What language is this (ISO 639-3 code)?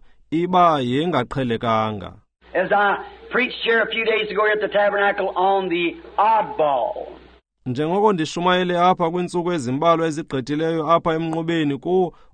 xho